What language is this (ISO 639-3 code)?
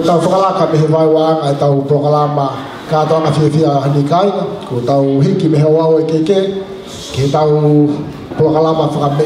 ton